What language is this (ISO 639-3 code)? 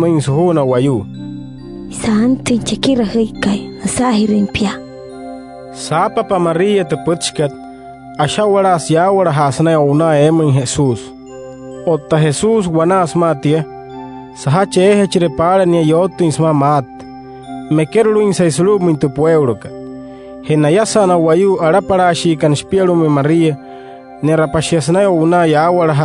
guc